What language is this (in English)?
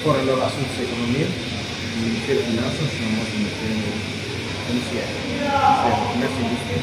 Tetum